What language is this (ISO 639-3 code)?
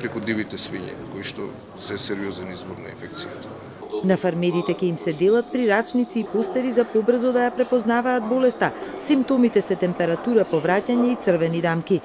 mkd